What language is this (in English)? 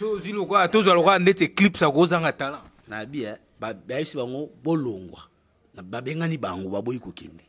Lingala